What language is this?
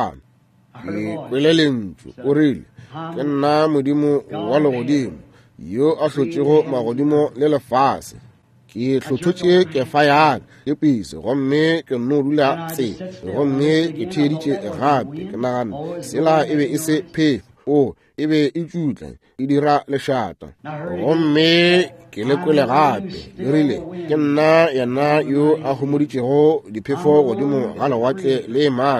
Northern Sotho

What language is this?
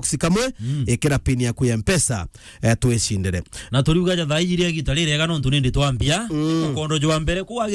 Meru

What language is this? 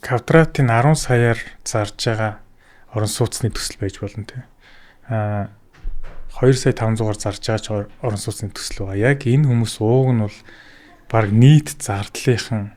Mongolian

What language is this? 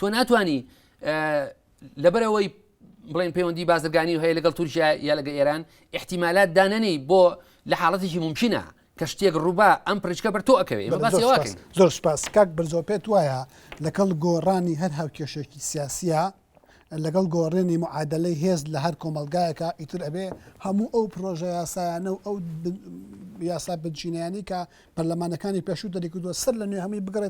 Central Kurdish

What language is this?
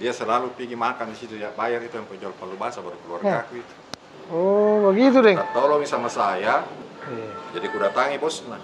Makassar Malay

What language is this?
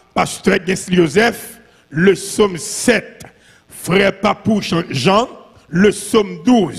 French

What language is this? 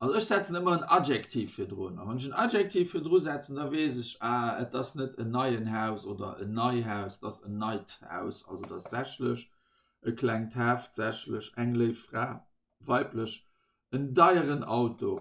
Luxembourgish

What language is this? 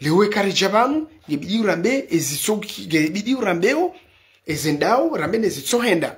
Ngazidja Comorian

